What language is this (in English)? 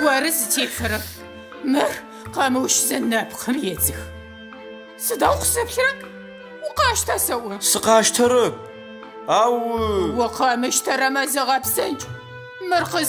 Adyghe